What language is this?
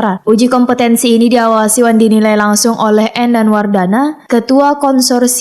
Banjar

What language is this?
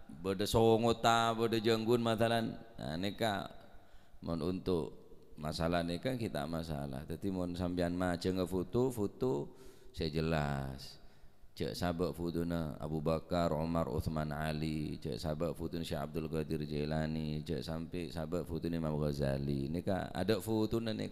Madurese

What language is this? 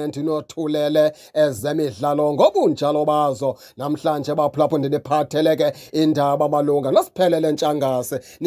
Xhosa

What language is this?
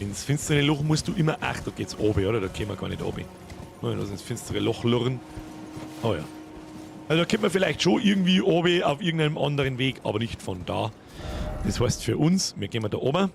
Bavarian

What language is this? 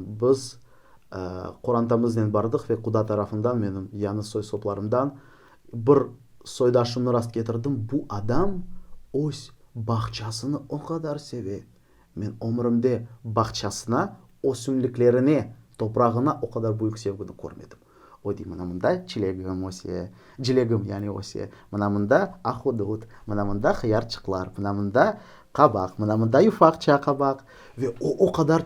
Crimean Tatar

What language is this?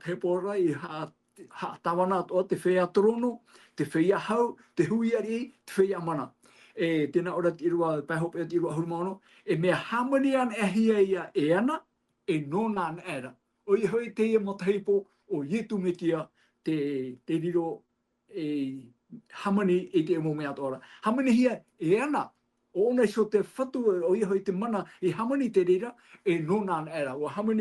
Tahitian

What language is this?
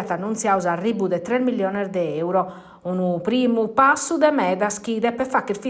Sardinian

